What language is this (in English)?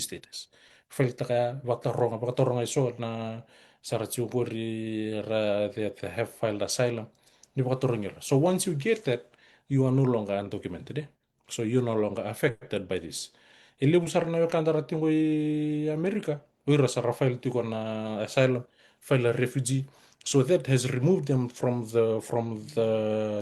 Fijian